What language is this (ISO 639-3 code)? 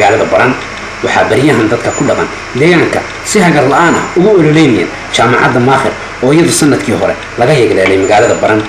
som